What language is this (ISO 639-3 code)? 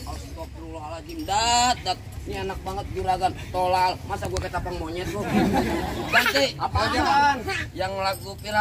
bew